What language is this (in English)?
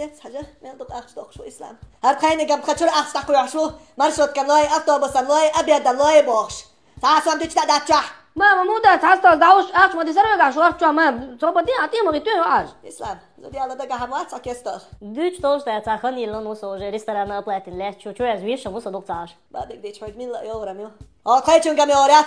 Chechen